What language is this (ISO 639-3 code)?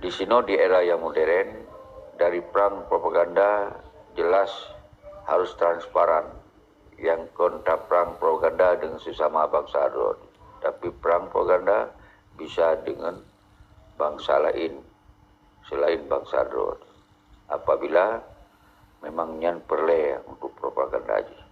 ace